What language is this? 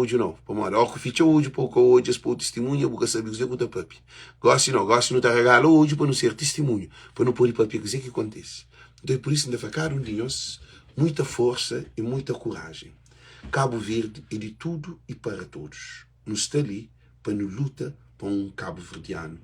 Kabuverdianu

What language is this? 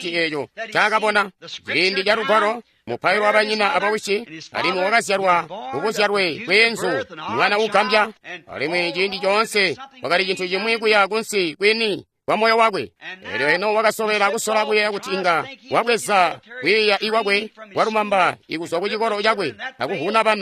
Tonga (Zambia)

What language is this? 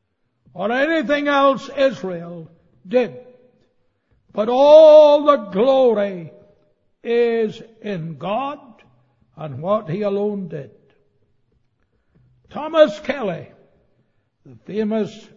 English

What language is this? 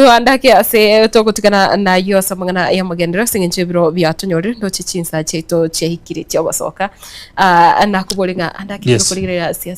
Gusii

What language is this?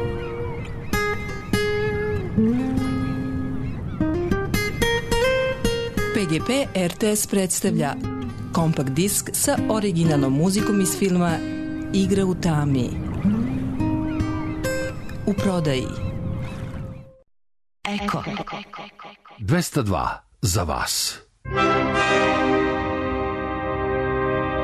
Serbian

